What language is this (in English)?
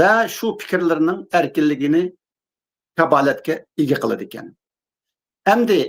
Uyghur